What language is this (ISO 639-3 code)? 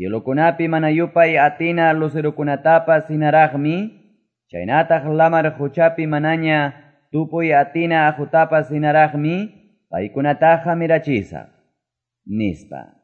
que